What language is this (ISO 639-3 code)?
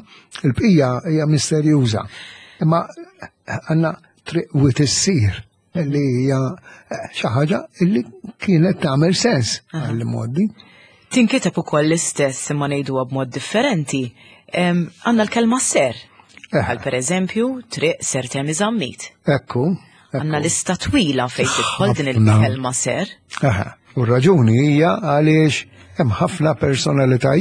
mlt